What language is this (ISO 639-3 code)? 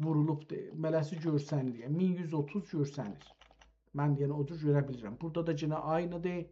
azb